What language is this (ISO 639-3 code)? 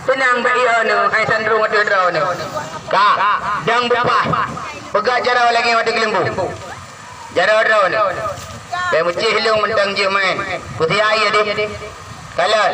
ace